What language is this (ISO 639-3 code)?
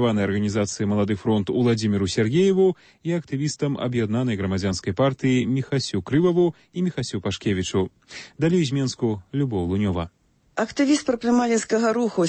bel